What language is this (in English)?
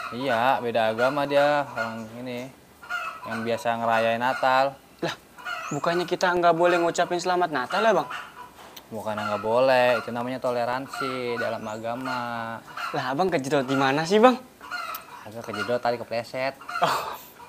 Betawi